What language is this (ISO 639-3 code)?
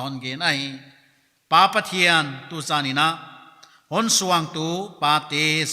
pck